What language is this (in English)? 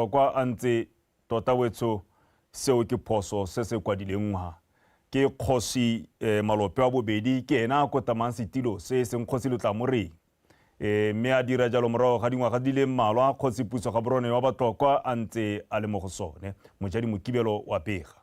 Tswana